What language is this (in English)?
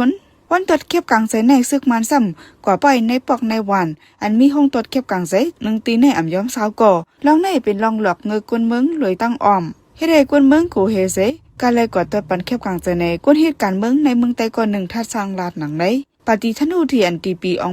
Shan